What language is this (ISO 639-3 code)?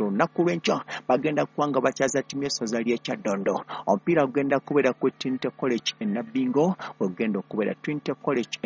lug